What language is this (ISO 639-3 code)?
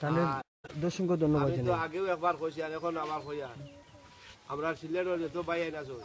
syl